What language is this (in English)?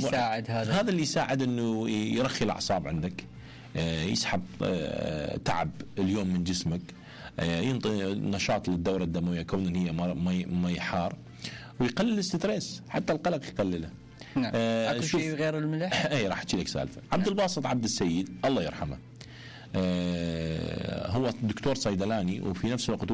Mesopotamian Arabic